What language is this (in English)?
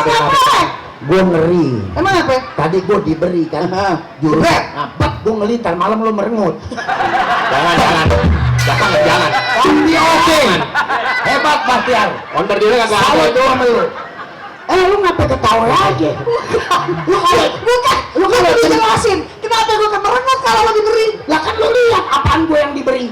Betawi